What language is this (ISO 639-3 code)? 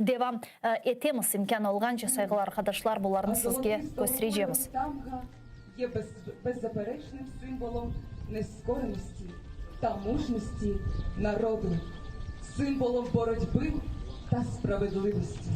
crh